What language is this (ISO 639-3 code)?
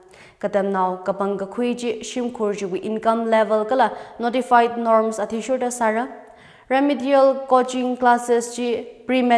nmf